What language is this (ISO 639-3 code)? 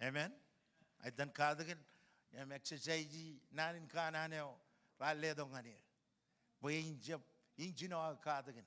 mah